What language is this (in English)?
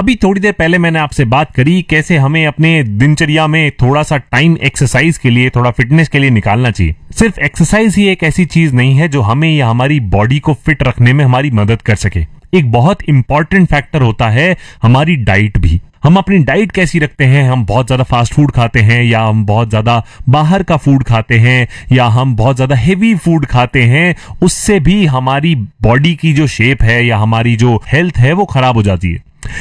Hindi